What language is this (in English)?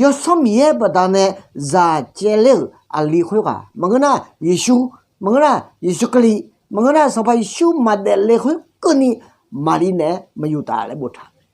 Akha